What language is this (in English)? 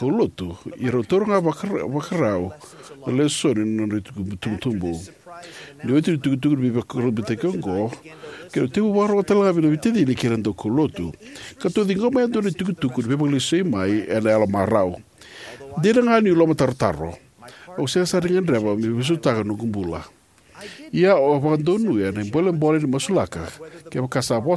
Fijian